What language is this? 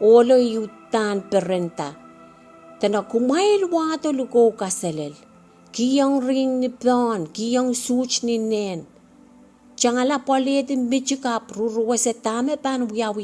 Pohnpeian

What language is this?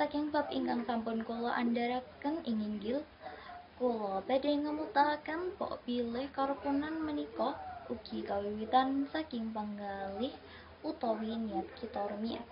Javanese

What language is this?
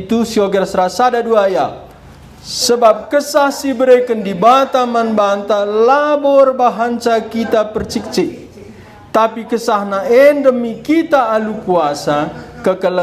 Batak Karo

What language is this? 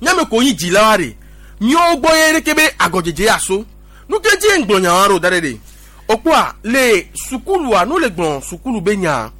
Gen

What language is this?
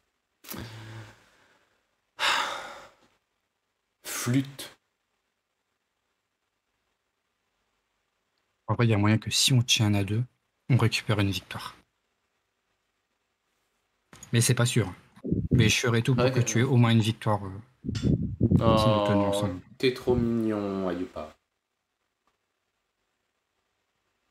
French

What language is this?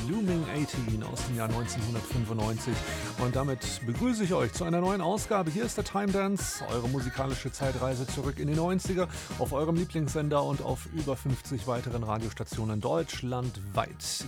German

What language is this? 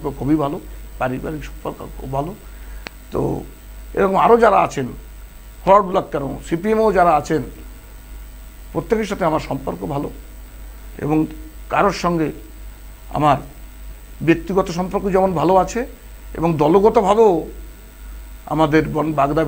Bangla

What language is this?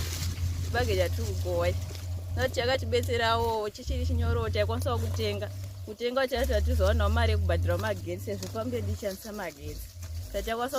Shona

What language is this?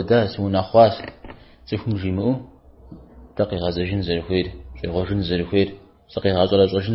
Kabardian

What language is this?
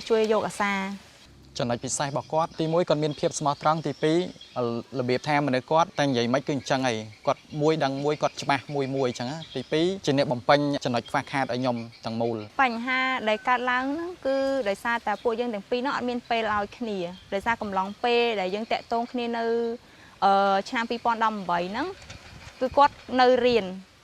Khmer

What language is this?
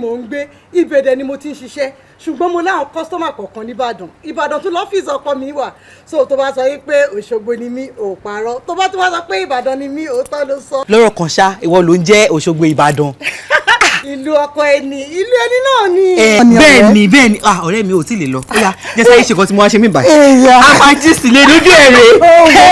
Yoruba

